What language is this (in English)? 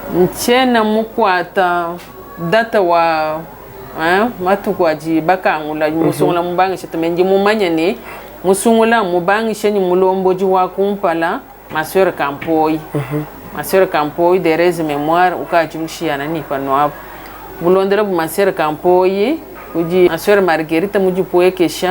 Luba-Lulua